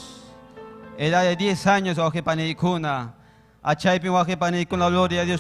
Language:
Ayacucho Quechua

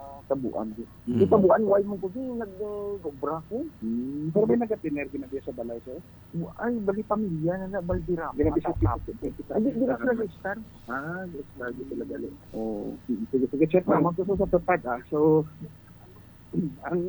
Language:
Hiligaynon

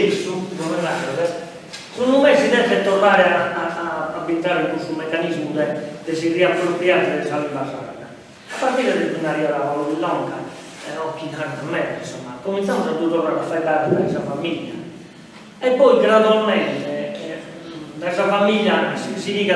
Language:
Sardinian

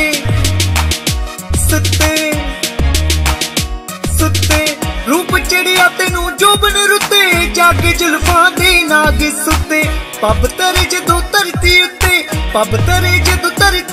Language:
Punjabi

